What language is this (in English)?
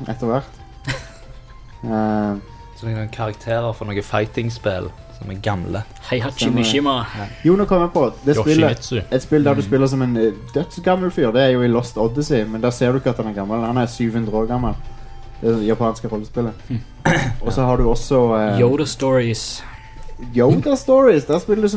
Norwegian